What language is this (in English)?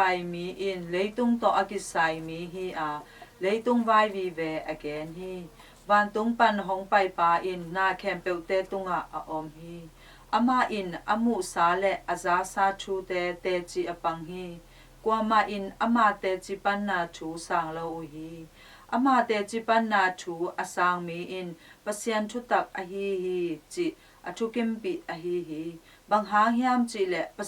Tedim Chin